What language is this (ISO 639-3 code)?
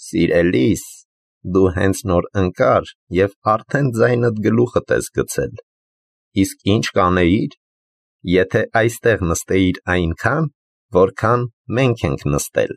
hye